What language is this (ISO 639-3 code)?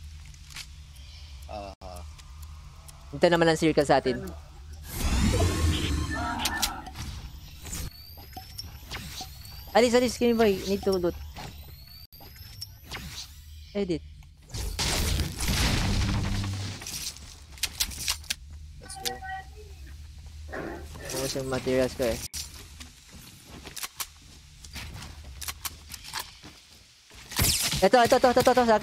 fil